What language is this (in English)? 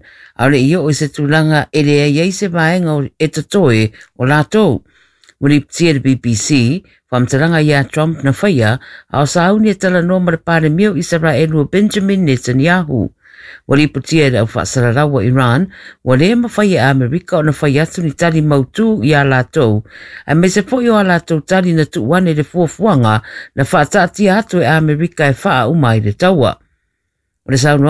Samoan